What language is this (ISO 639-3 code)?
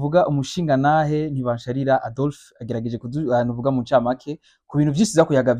run